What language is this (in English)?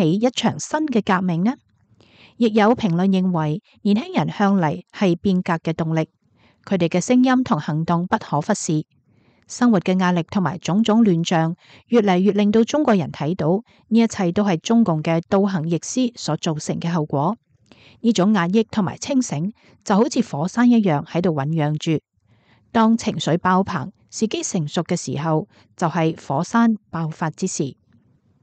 Cantonese